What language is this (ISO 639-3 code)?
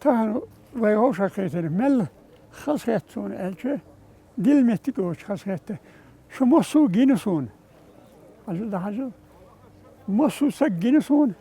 che